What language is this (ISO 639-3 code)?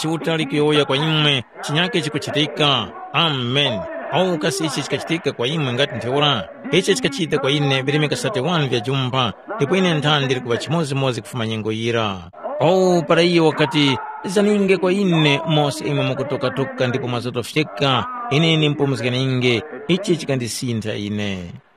tum